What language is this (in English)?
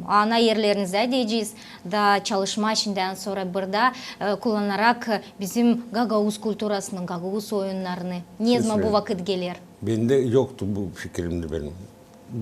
Gagauz